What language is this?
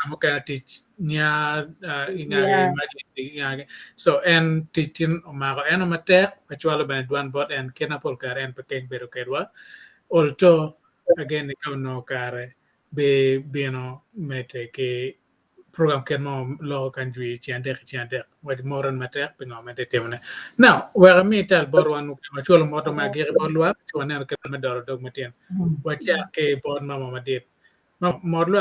Acoli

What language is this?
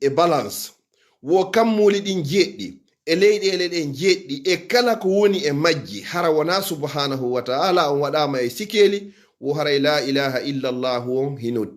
Fula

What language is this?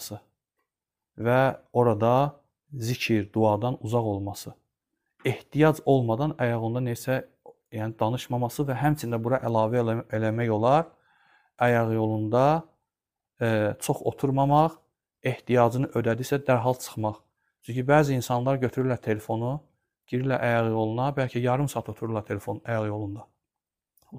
Azerbaijani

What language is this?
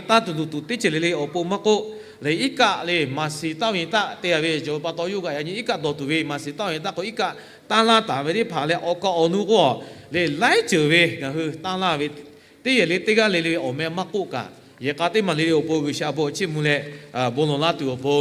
Lahu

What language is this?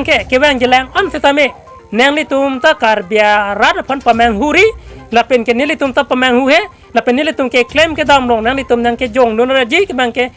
Karbi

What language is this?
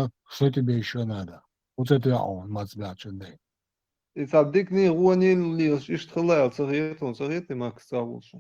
Chechen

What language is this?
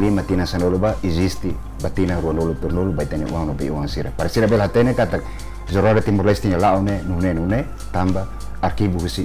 Tetum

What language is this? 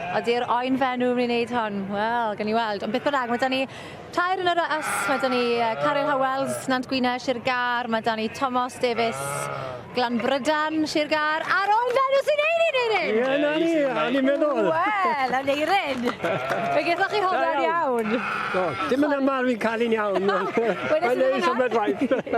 Welsh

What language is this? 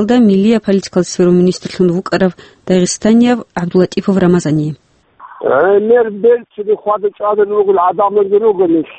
Avaric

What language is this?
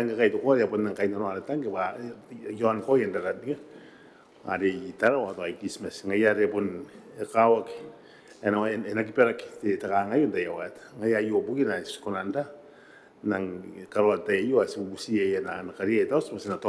Gilbertese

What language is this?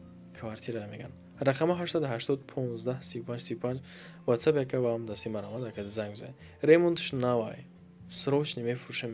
Tajik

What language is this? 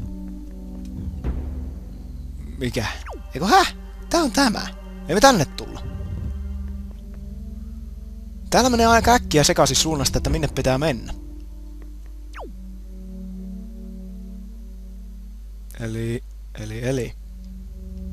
Finnish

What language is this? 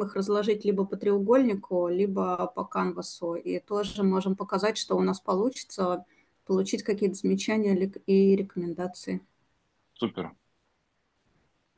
Russian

